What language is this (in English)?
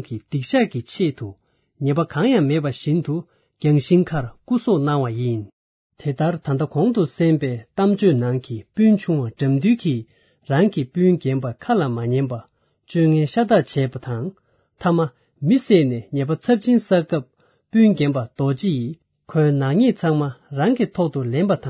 Tibetan